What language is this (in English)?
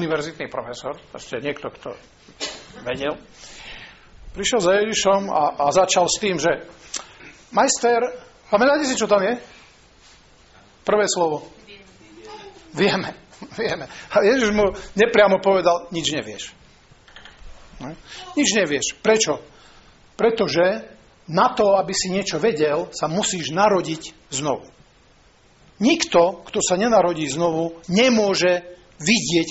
Slovak